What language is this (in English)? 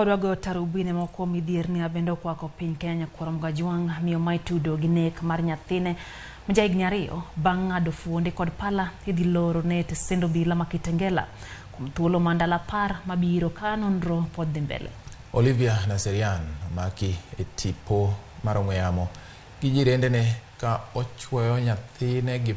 Luo (Kenya and Tanzania)